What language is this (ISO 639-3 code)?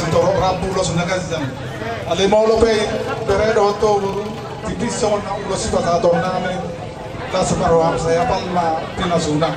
bbc